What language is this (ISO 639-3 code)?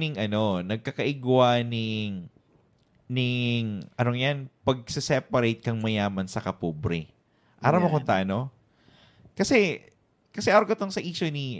bik